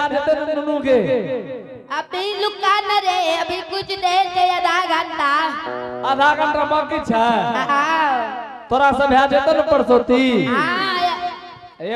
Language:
Angika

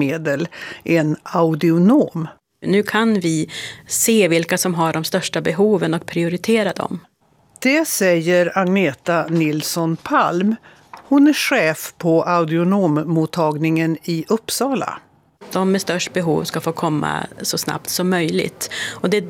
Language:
Swedish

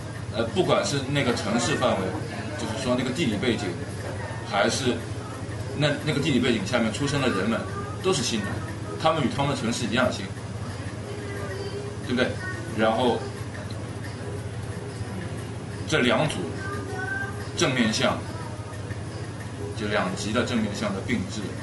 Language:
Chinese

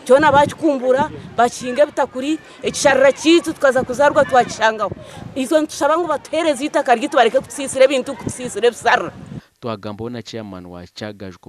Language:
Nyankole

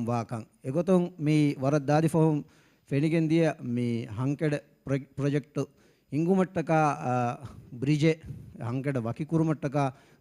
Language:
Divehi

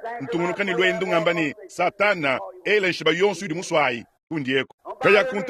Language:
Luba-Lulua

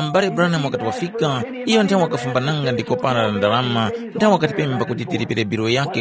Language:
Tumbuka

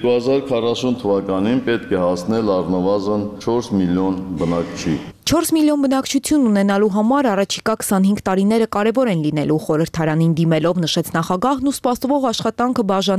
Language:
Armenian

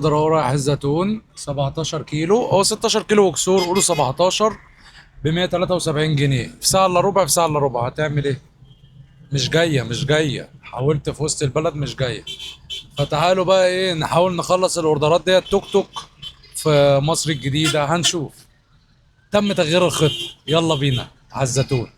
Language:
Egyptian Arabic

